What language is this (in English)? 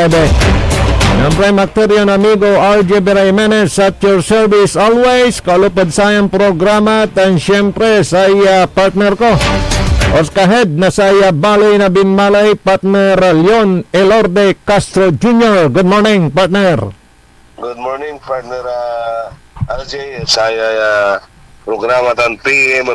Pangasinan